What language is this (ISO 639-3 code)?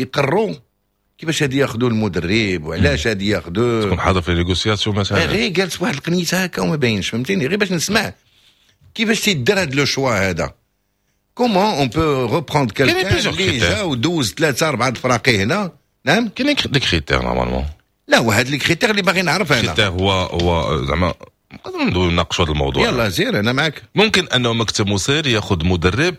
ary